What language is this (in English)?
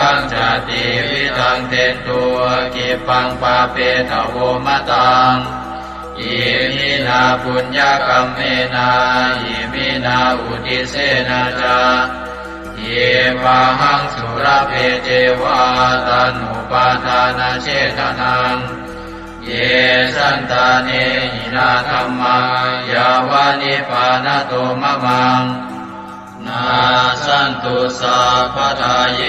Pali